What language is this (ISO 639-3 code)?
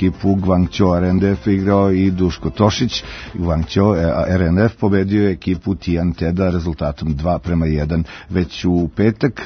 srp